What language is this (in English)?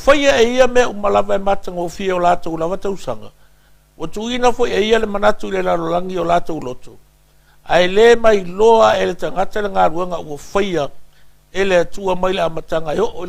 Samoan